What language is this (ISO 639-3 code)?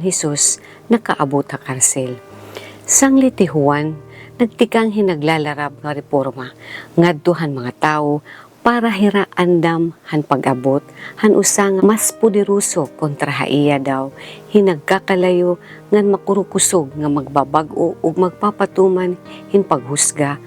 war